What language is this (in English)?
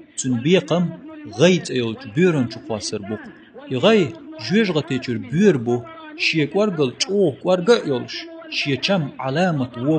Chechen